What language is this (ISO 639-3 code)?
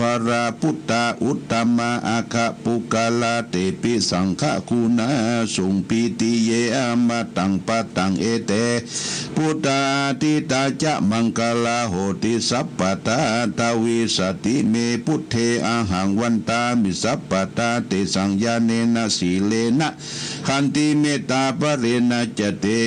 pli